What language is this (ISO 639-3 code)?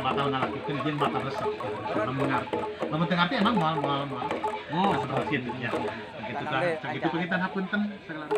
sun